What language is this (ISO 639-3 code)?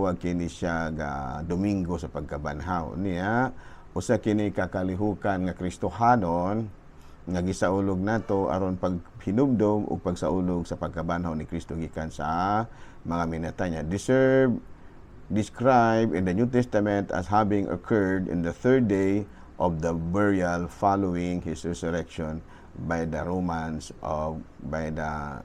ceb